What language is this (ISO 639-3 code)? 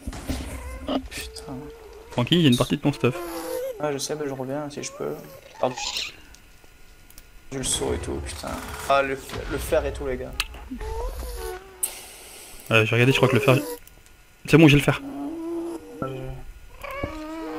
fra